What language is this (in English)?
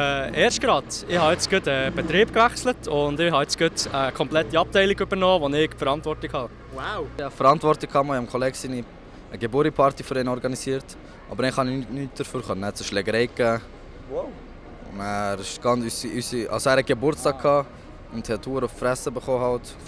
Swiss German